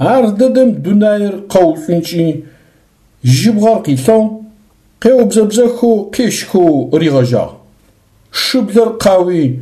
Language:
Adyghe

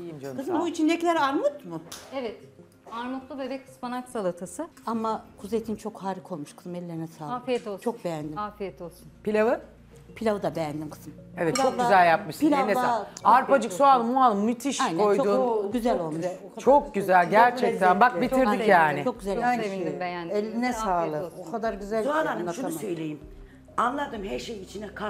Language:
Turkish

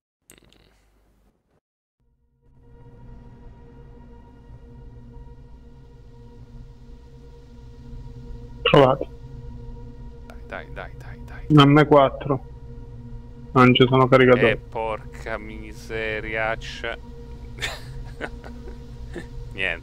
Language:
Italian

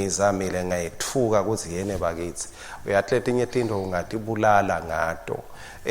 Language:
Swati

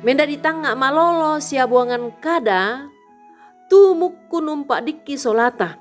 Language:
Toraja-Sa'dan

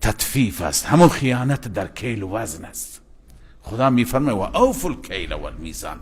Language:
Persian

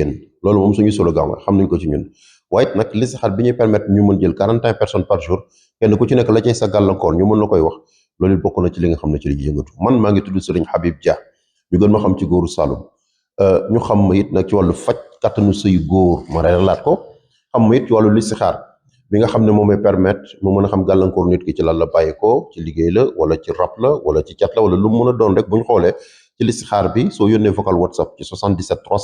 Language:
Wolof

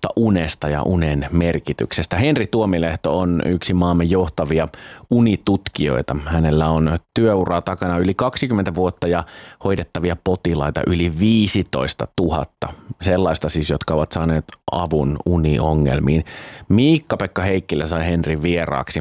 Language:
Finnish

